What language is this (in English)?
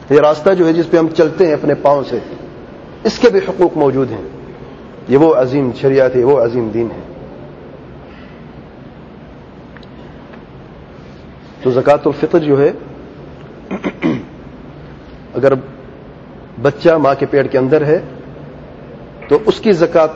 Urdu